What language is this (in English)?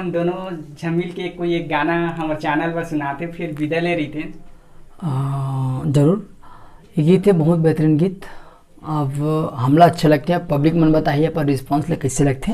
Chhattisgarhi